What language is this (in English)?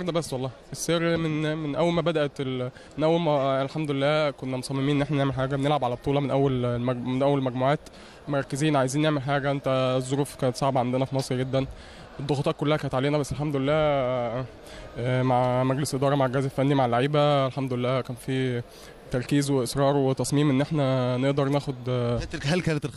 Egyptian Arabic